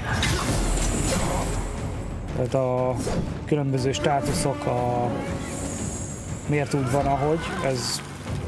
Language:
Hungarian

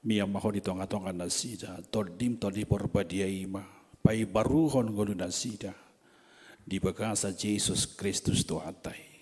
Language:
Batak Toba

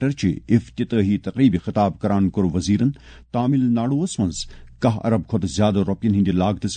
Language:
Kashmiri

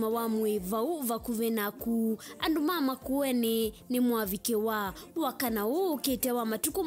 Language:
Kamba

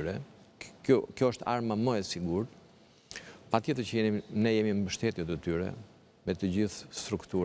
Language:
Albanian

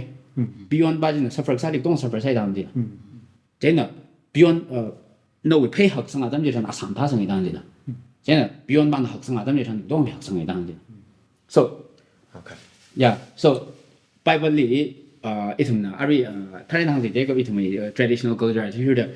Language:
Tangkhul Naga (India)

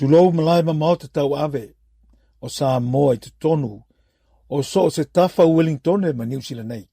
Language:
Samoan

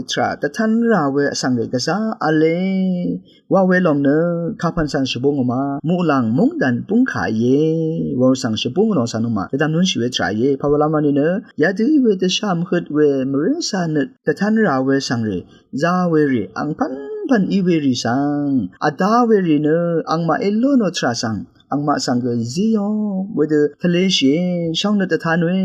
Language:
Rawang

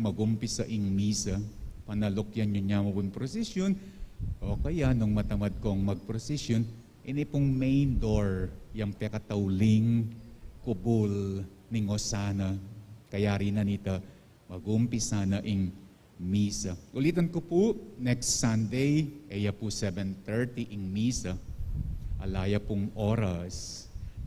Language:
Pampanga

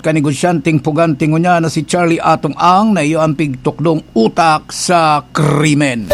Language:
Bikol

